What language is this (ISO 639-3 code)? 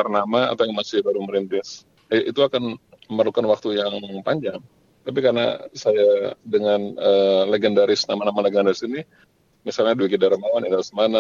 ind